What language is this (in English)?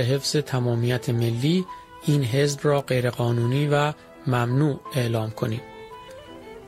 Persian